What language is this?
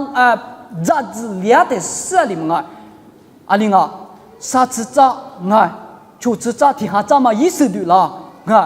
Lisu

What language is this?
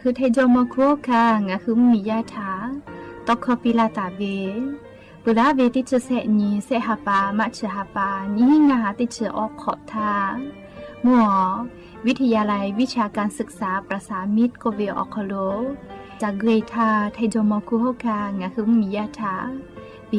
Lahu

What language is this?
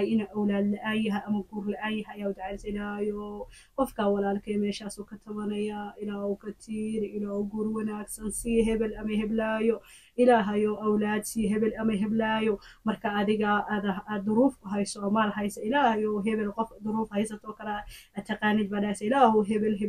Somali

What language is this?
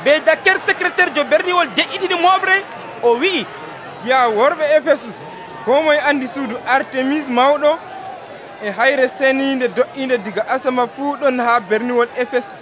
Nigerian Fulfulde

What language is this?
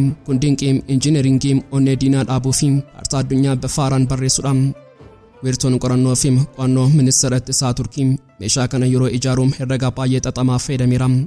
Oromo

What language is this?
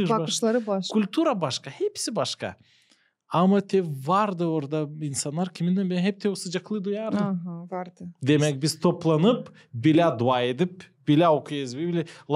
Gagauz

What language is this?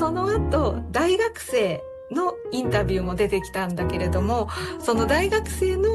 Japanese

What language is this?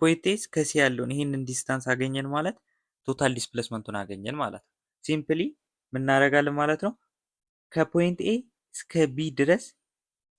Amharic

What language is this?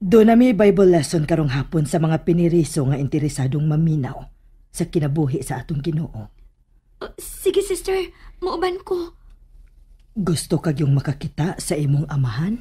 Cebuano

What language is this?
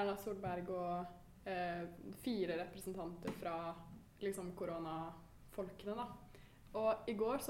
Norwegian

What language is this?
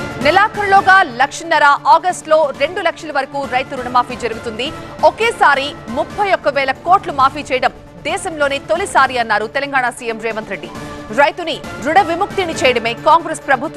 Telugu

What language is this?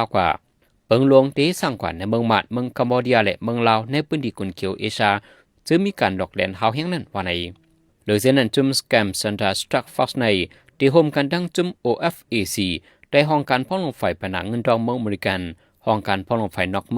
Shan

